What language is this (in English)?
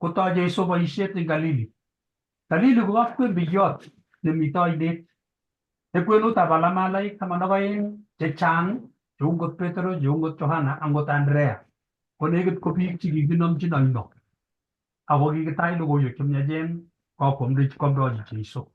Kalenjin